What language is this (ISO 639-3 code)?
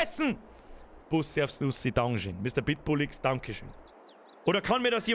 bar